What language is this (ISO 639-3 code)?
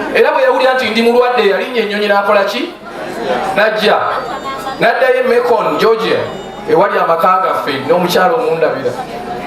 lug